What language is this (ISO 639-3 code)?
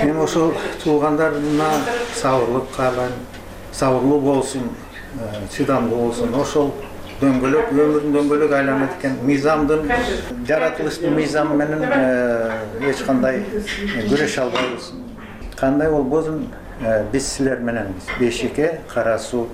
kir